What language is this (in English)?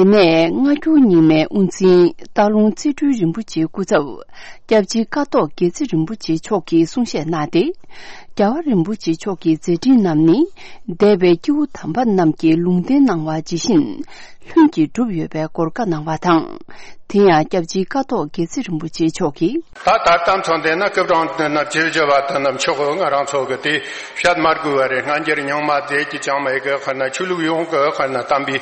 Tibetan